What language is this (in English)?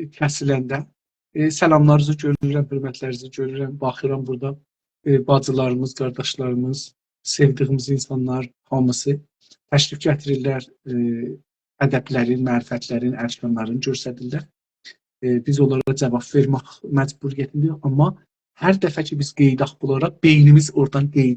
South Azerbaijani